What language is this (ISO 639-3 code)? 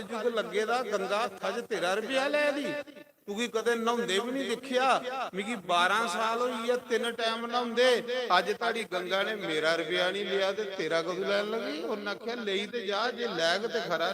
doi